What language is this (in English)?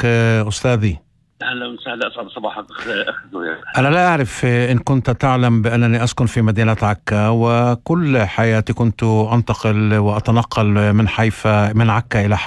North Levantine Arabic